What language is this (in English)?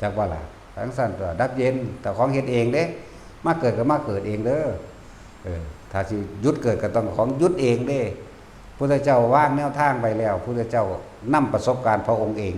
Northeastern Thai